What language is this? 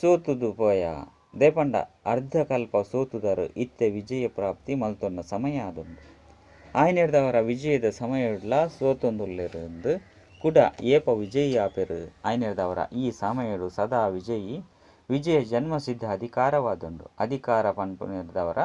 Tulu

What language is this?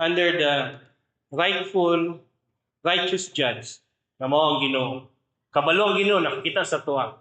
Cebuano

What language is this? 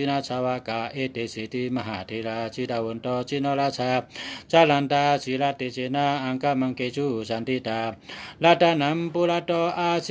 Shan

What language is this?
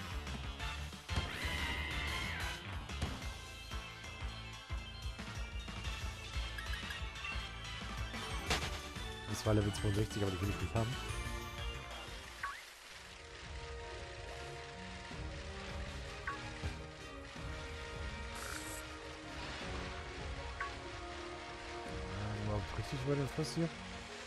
German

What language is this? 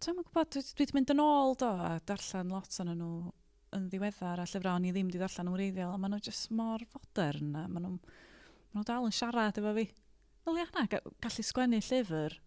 Welsh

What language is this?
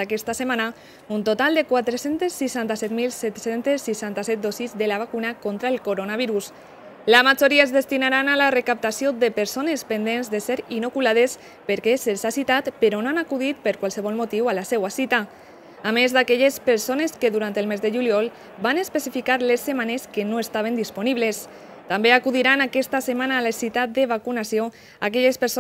Catalan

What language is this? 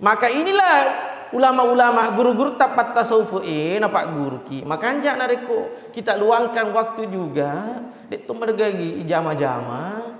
Buginese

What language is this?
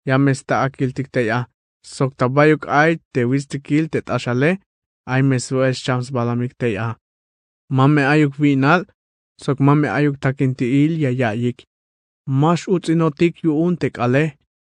Tzeltal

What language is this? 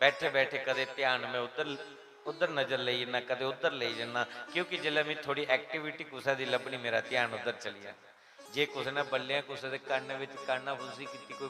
Dogri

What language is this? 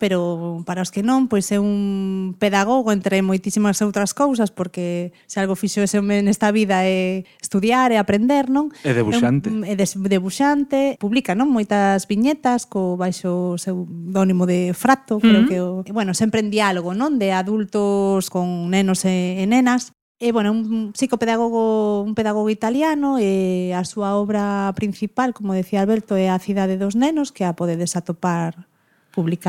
Galician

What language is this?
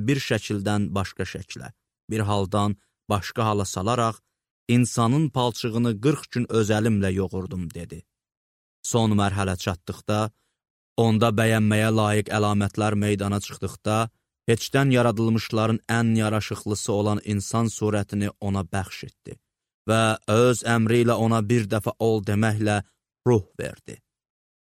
Azerbaijani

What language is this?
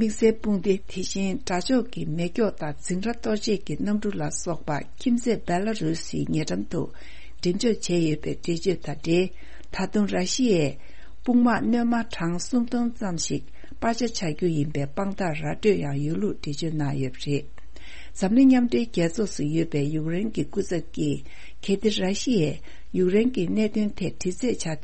Tibetan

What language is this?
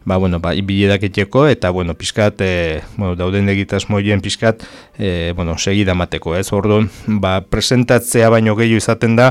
Basque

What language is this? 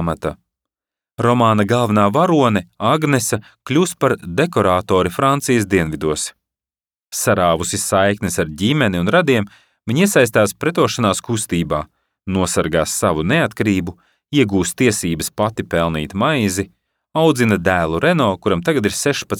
Latvian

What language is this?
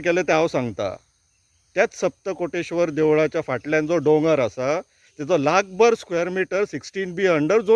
Konkani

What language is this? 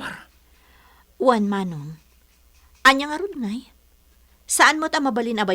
Iloko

